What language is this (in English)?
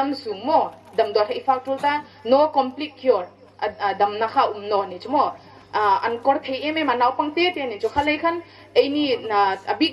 Hmar